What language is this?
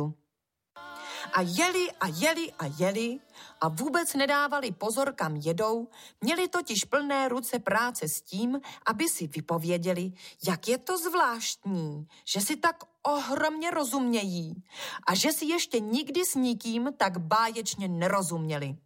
Czech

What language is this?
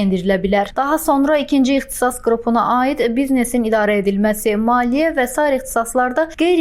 Azerbaijani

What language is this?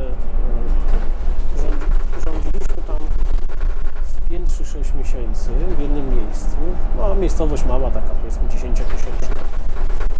Polish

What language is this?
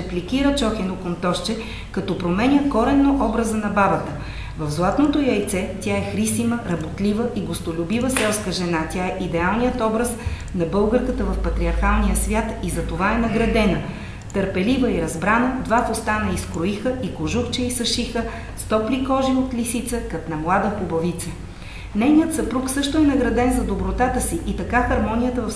Bulgarian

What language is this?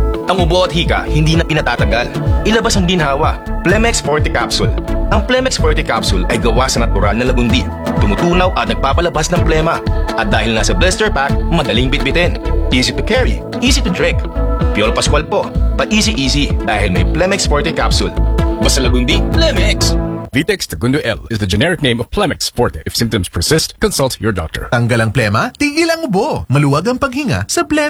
Filipino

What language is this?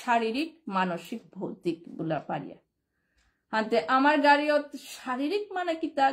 Bishnupriya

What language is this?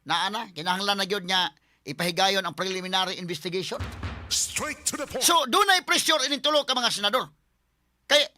Cebuano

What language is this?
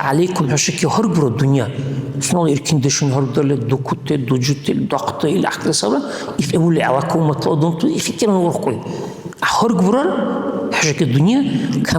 Dargwa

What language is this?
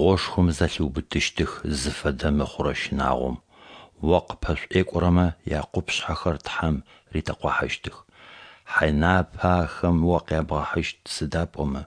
Adyghe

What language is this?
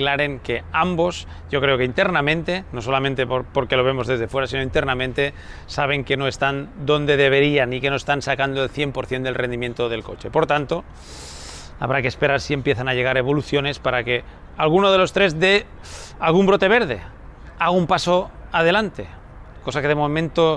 Spanish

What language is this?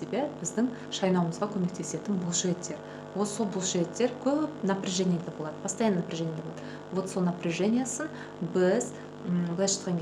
Kazakh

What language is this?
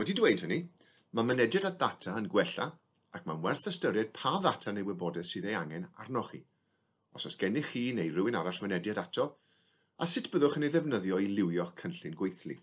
Welsh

